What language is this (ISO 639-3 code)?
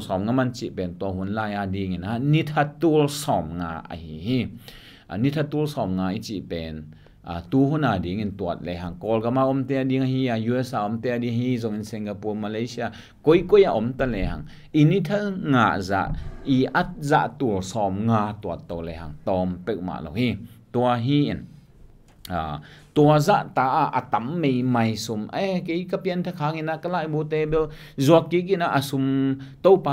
ctd